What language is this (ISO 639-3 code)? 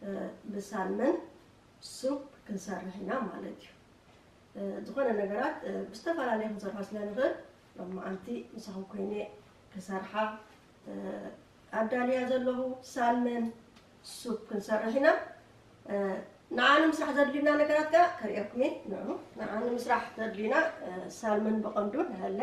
tir